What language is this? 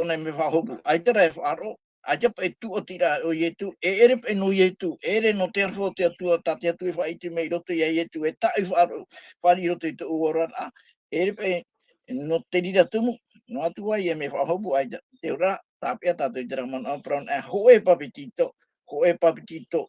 Tahitian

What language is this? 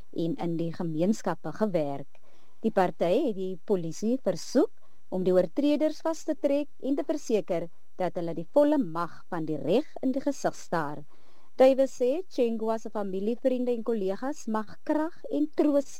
Afrikaans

